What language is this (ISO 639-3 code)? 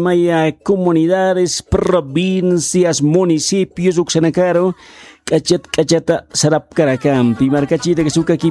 aym